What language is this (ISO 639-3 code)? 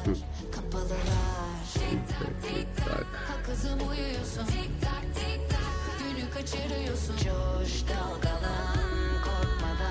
kaa